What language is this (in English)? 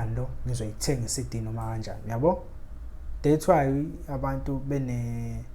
Zulu